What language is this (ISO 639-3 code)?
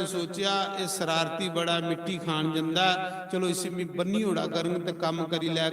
doi